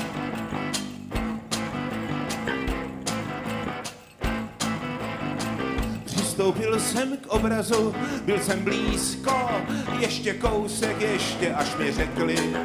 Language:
Czech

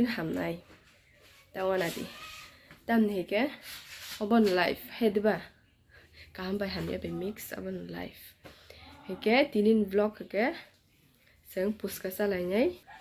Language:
Kok Borok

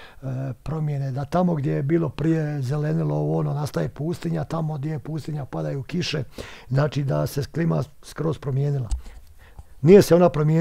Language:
Bosnian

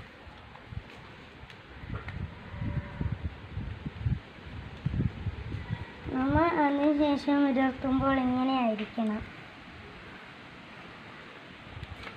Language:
Malayalam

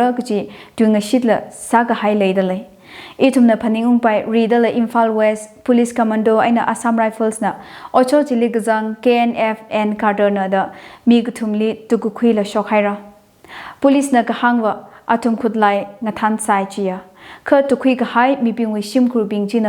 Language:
Tangkhul Naga (India)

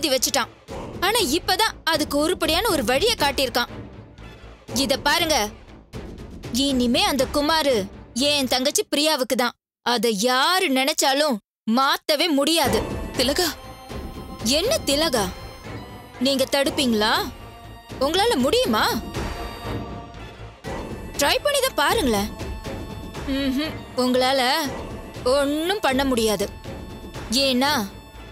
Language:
Tamil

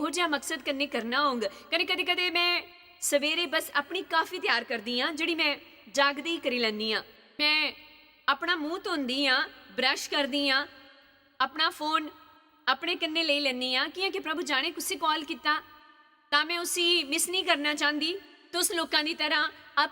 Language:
Dogri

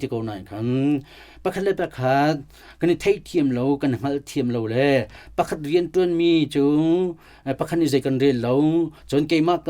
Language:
Hakha Chin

